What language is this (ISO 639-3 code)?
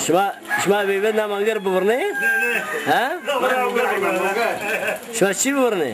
zza